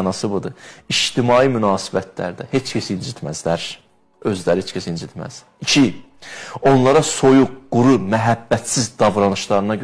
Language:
Azerbaijani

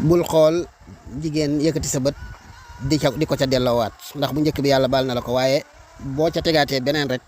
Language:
Wolof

